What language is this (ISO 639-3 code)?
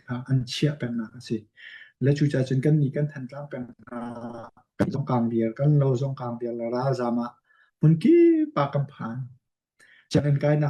cnh